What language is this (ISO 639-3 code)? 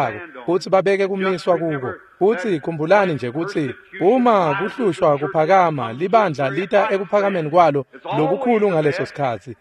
ssw